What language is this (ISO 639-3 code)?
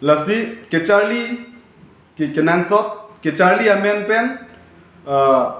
mjw